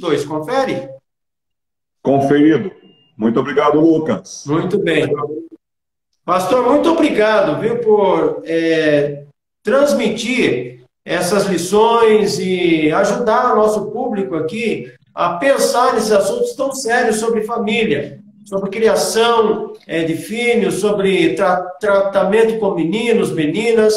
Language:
Portuguese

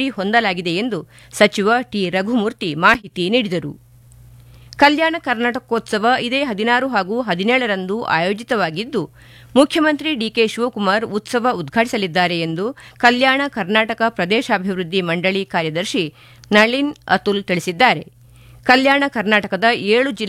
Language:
Kannada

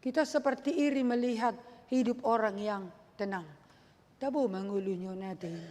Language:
Batak Toba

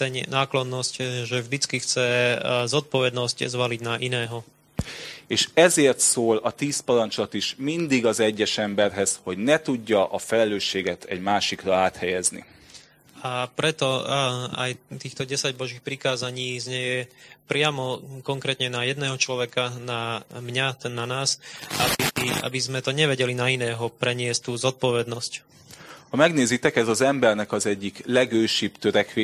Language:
Slovak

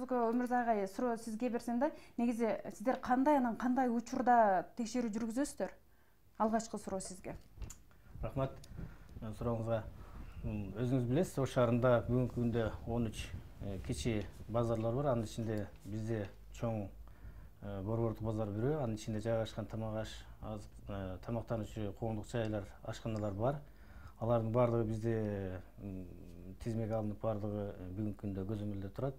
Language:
Kyrgyz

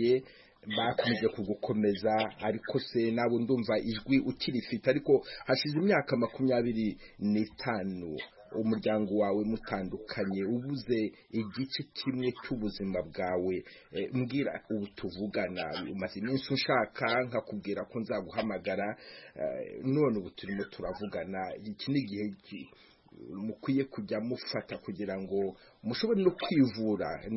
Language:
Kinyarwanda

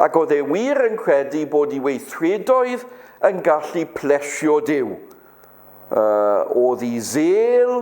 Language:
Welsh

